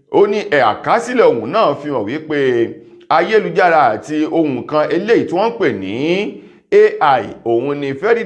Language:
Yoruba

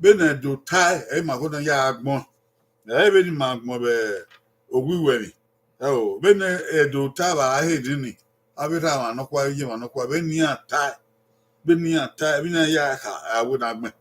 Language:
Bini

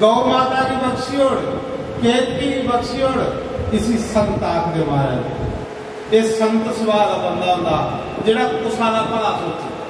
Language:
Dogri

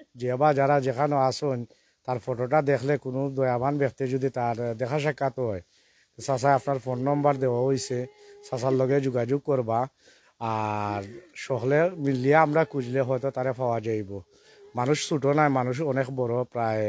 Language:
Sylheti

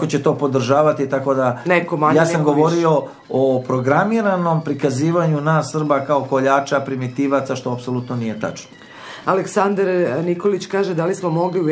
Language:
Serbian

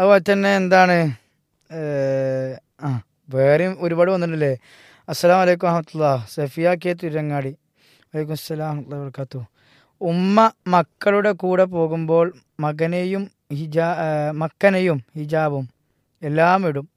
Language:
Malayalam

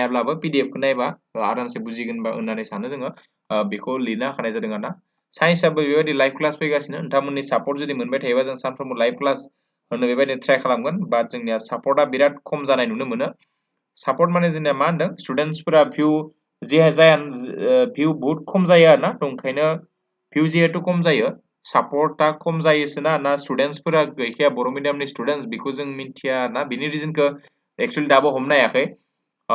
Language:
Bodo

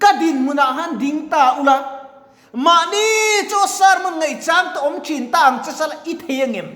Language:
Mizo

